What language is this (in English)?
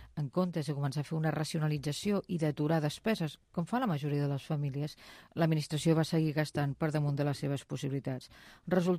Catalan